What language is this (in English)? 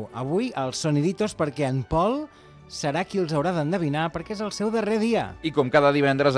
Catalan